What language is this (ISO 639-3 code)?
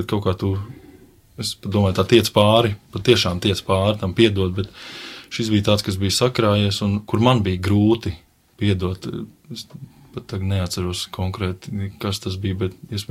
lav